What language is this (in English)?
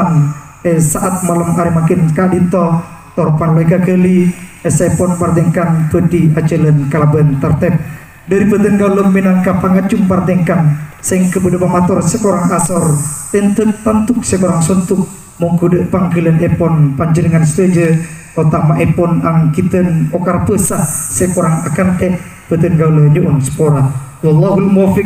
Madurese